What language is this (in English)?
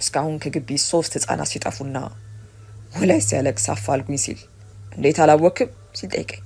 Amharic